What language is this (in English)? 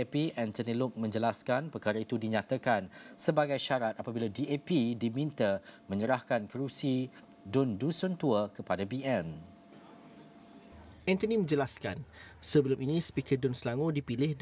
Malay